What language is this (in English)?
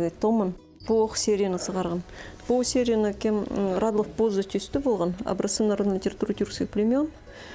Khakas